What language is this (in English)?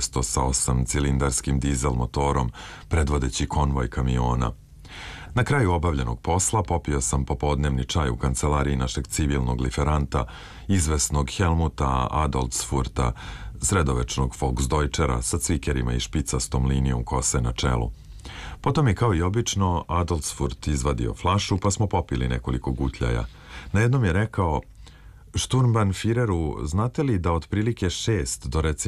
Serbian